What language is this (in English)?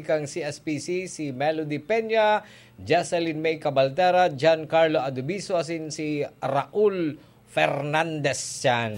Bikol